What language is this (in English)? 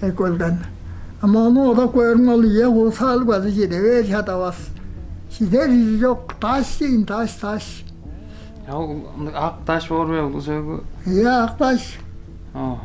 Tuvinian